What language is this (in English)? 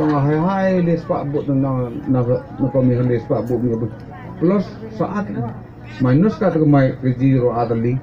Khasi